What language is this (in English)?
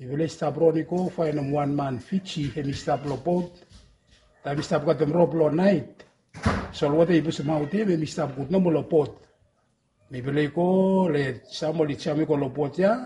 Bislama